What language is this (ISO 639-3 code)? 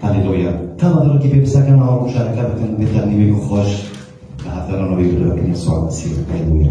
kur